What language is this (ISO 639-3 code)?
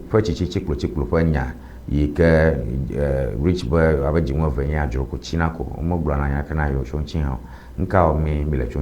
ewe